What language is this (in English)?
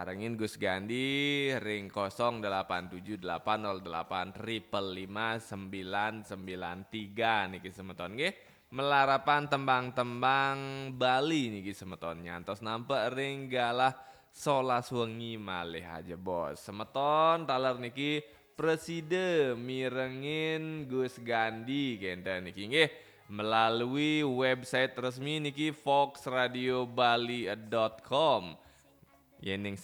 Balinese